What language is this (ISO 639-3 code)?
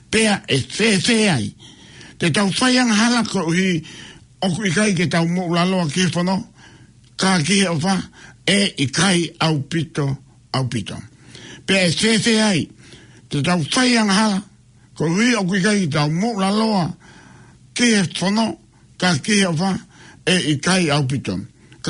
ton